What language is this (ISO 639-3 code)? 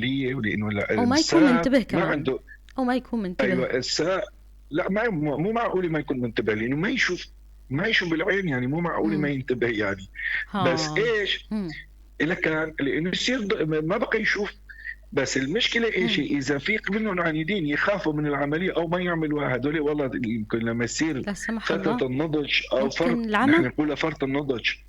apc